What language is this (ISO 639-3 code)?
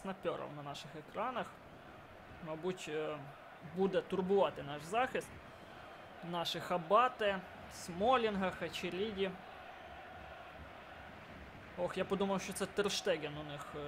ukr